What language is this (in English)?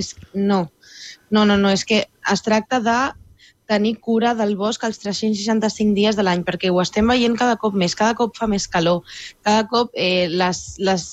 Catalan